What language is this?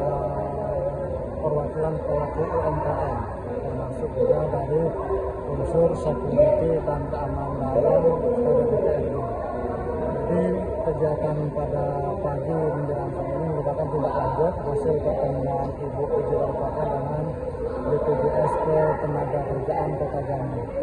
Indonesian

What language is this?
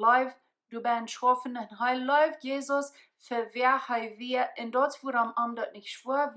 Plautdietsch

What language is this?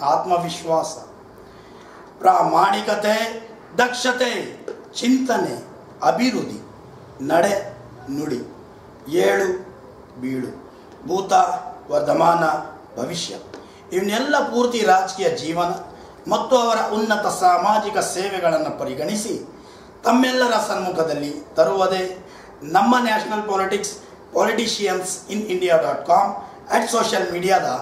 Kannada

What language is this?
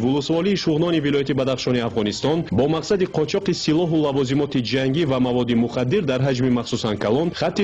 Tajik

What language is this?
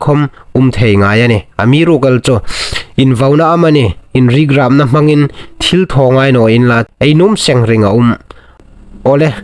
Hmar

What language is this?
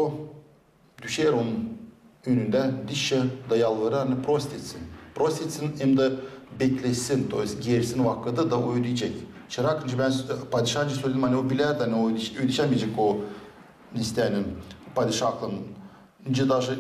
Gagauz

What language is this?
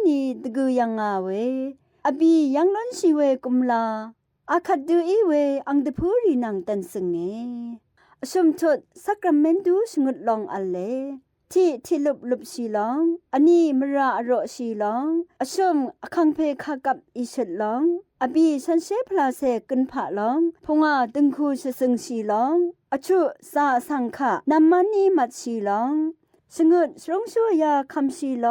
Rawang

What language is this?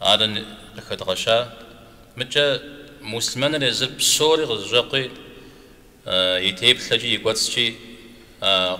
Kabardian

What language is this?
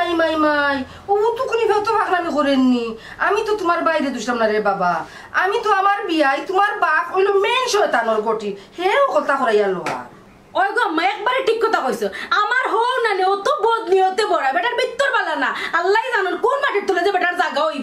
Sylheti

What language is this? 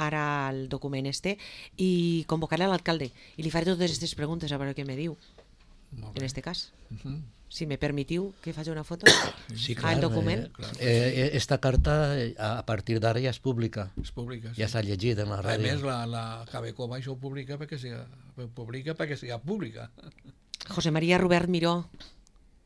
Catalan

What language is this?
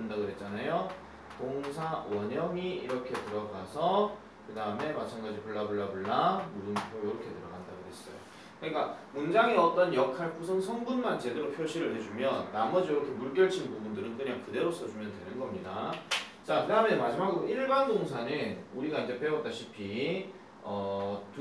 Korean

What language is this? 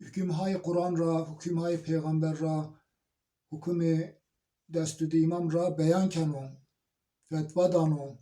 Zaza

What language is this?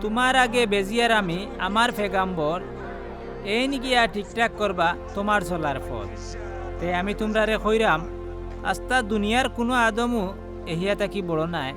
Sylheti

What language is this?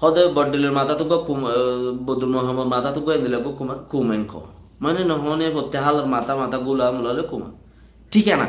Rohingya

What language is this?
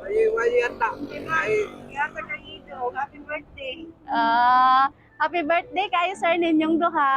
Cebuano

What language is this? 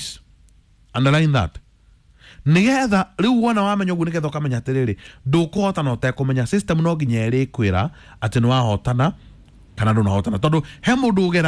Kikuyu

